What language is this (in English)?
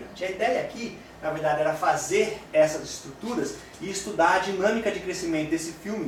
Portuguese